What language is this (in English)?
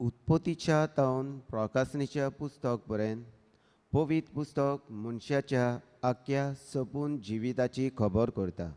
Konkani